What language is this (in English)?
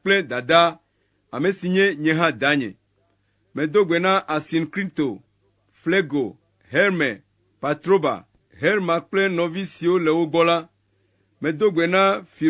Ewe